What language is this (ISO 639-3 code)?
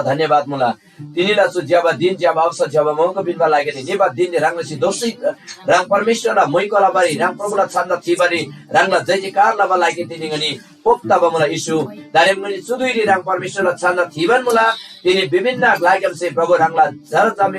taj